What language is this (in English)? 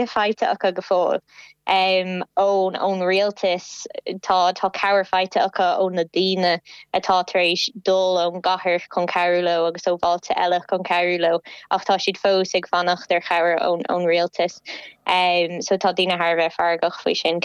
Irish